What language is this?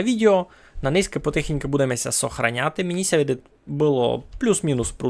Rusyn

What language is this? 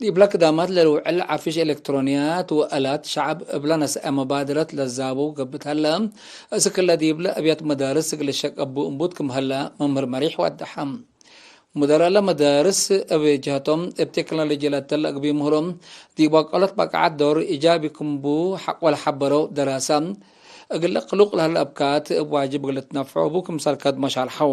Tigre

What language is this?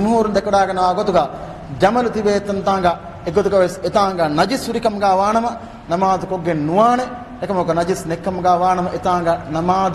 Divehi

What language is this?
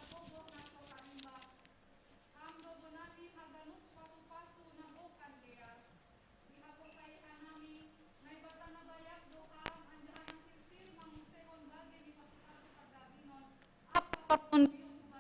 Batak Simalungun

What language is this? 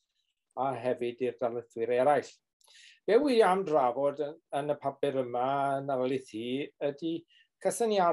Welsh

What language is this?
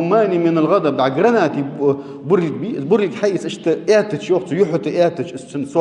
Ingush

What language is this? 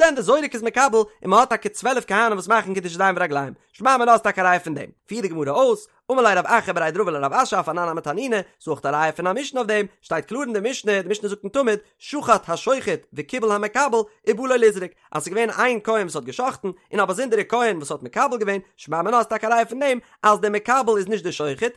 Yiddish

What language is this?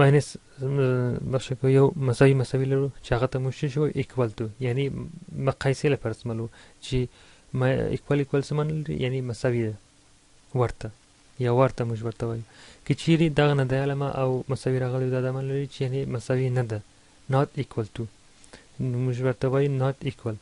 Pashto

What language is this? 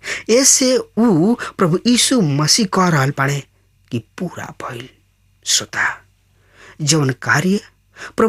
Bhojpuri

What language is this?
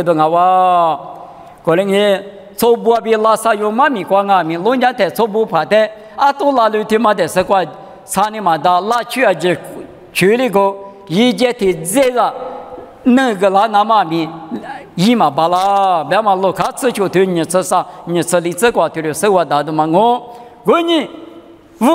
Lisu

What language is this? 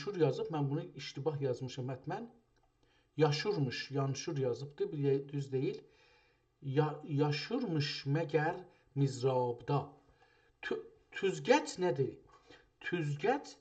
South Azerbaijani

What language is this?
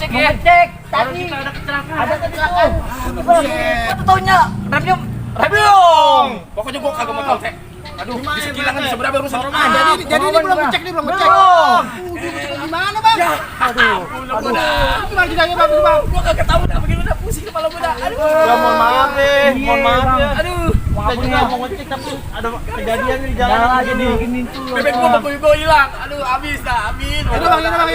Betawi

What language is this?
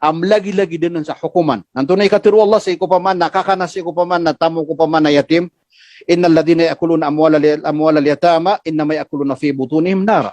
Maranao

